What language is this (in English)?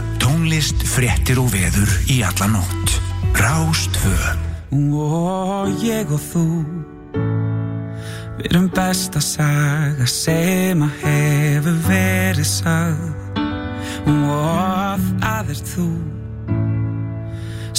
Icelandic